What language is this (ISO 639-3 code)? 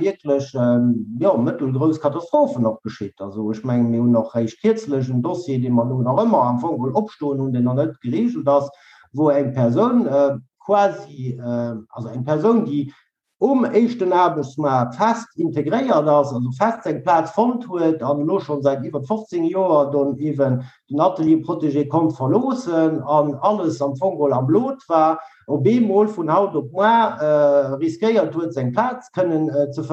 ltz